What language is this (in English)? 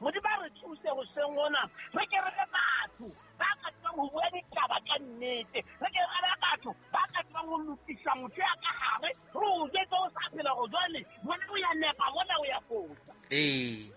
Southern Sotho